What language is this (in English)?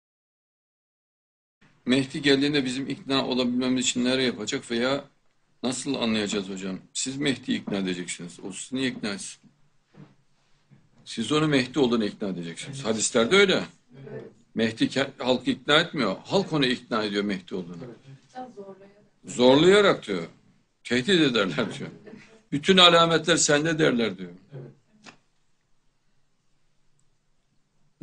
Turkish